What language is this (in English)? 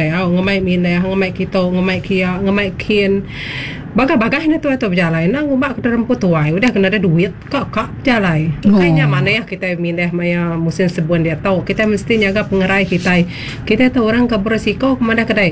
Iban